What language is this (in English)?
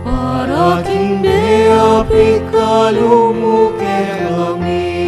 Pampanga